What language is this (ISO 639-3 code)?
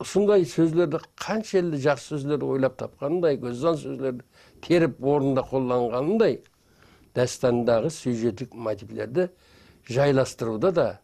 kaa